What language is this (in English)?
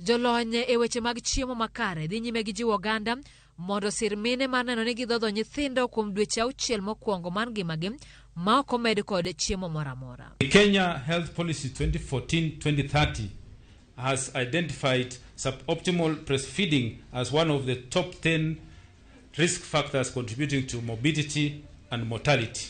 Luo (Kenya and Tanzania)